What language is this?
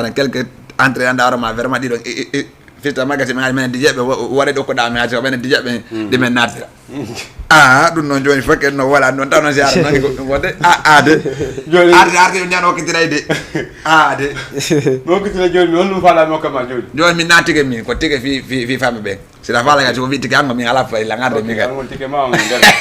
Fula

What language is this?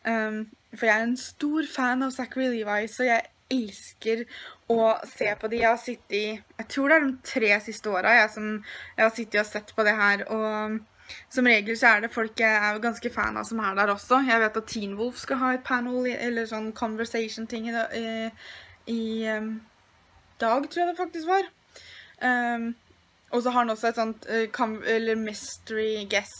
Norwegian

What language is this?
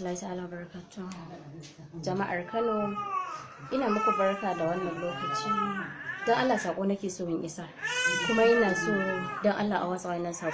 Hausa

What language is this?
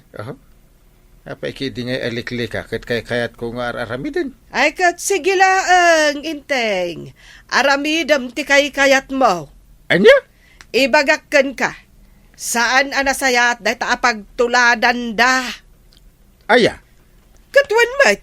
Iloko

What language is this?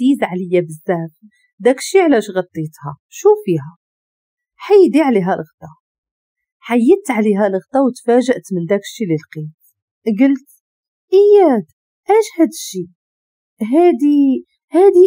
Moroccan Arabic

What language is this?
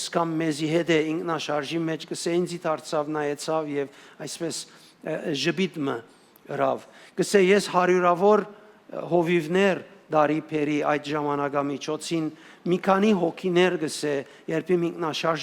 Western Armenian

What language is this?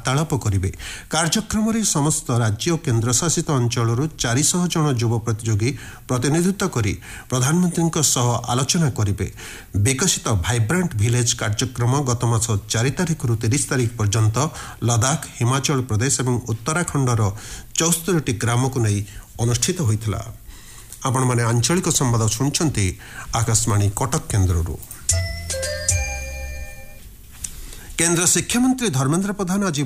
Odia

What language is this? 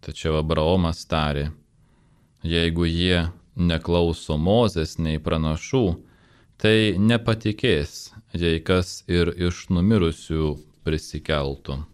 Lithuanian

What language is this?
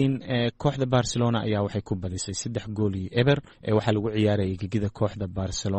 Somali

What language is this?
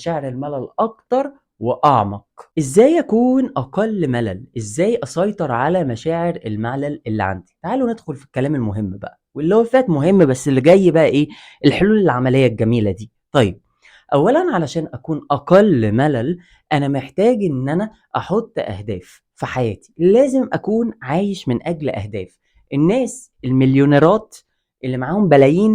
Egyptian Arabic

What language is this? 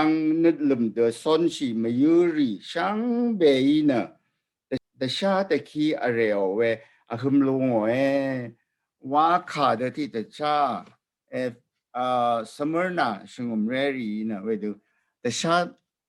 Rawang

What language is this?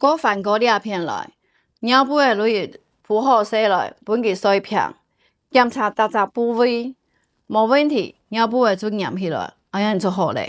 Hakka Chinese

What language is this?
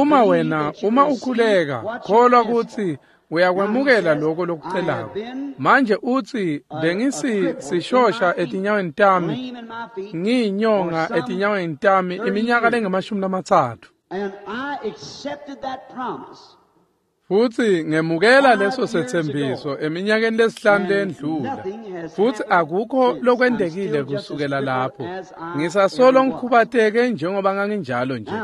Swati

